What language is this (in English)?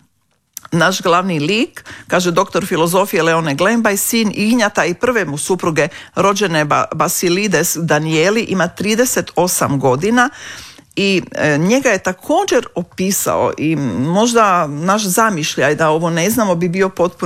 Croatian